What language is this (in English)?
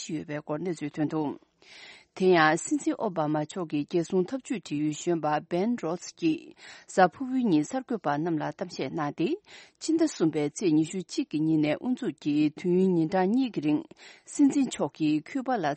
Tibetan